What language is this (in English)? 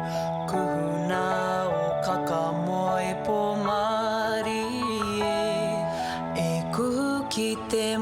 Māori